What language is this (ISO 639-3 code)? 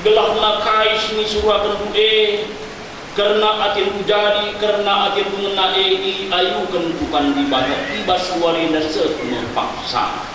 btx